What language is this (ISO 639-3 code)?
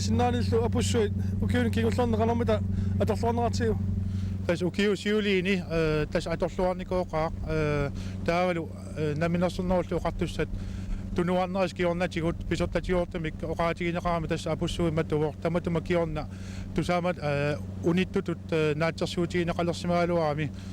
kal